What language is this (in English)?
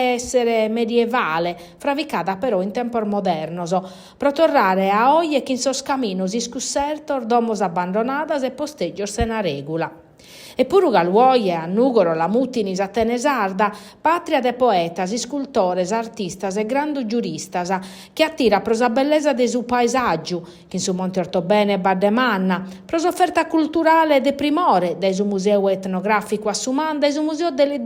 Sardinian